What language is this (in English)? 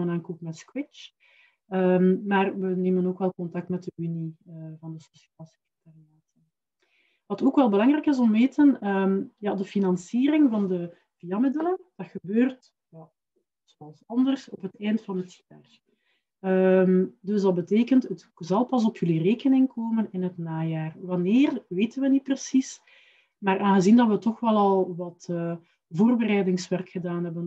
Dutch